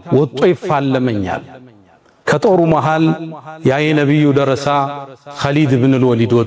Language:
Amharic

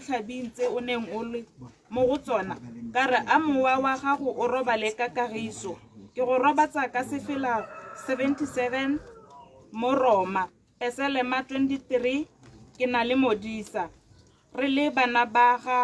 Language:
Tswana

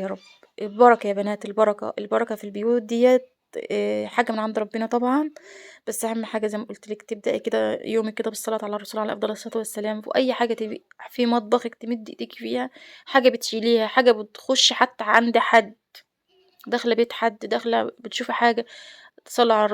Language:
Egyptian Arabic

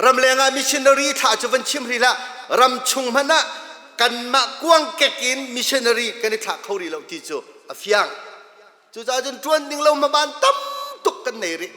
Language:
Hakha Chin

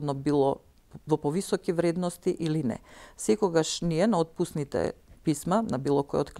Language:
Macedonian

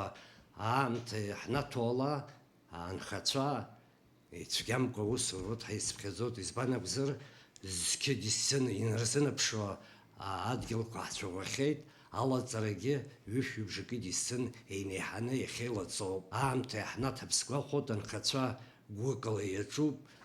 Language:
Abkhazian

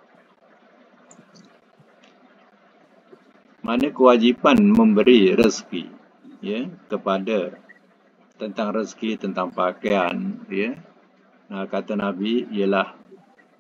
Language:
Malay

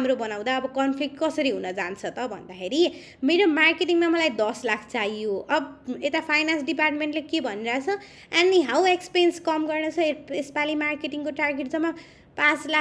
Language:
Nepali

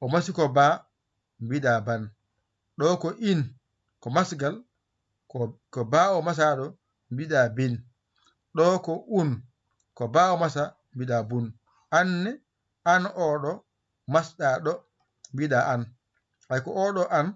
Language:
Fula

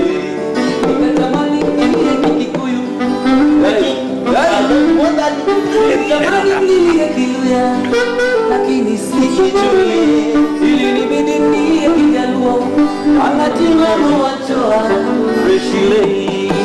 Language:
Swahili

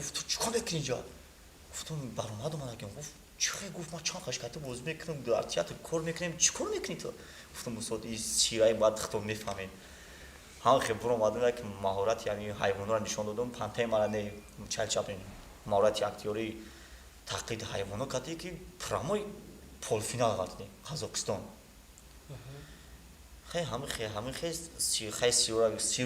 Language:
Tajik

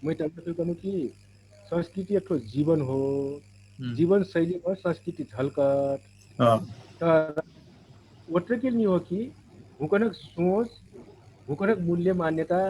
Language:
Dangaura Tharu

